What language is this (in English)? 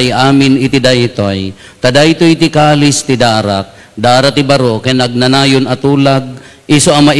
Iloko